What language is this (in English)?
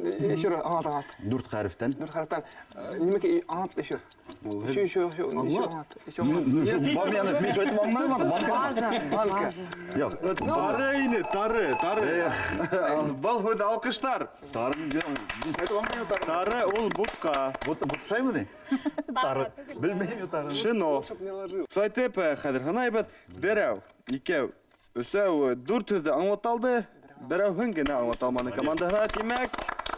Bashkir